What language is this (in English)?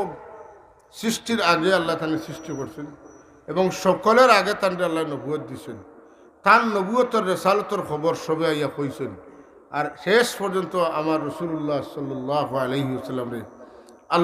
Sylheti